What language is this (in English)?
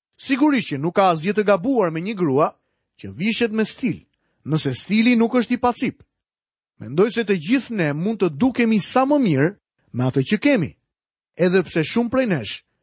Albanian